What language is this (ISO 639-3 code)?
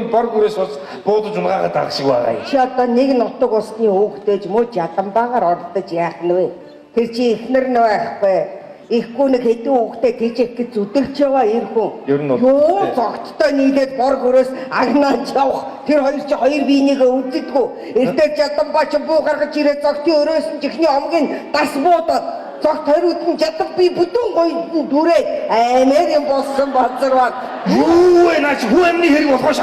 mon